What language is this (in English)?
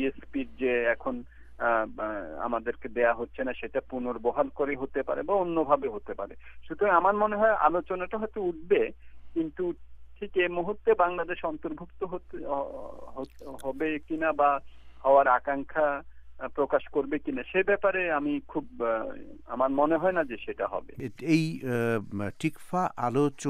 Bangla